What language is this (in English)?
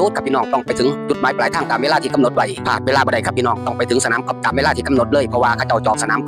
Northeastern Thai